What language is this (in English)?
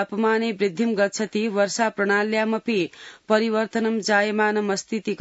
Sanskrit